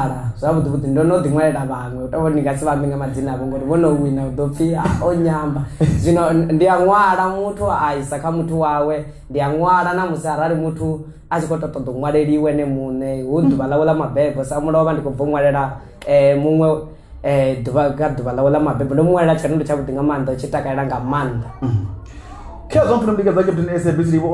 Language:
Venda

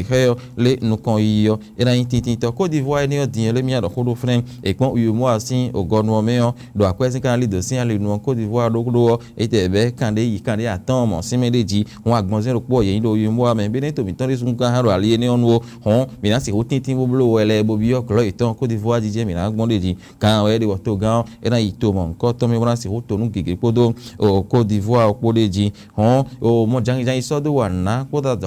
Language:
Fon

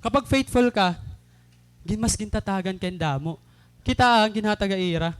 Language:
Waray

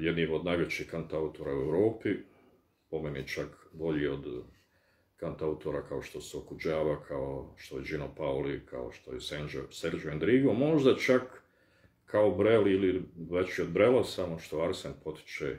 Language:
Bosnian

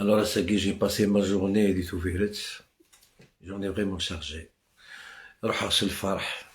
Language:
Algerian Arabic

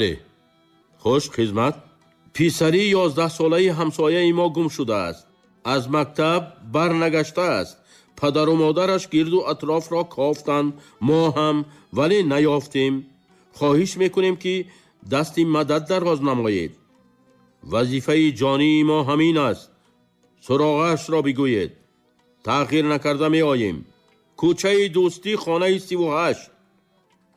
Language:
Tajik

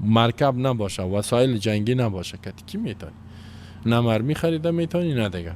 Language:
Persian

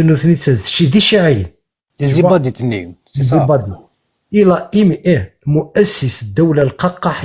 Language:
Kabyle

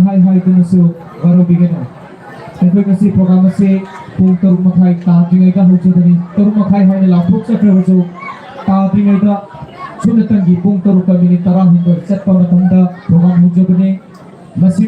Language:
Manipuri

